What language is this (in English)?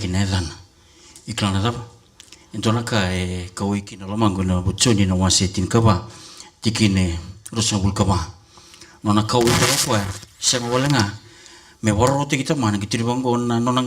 Fijian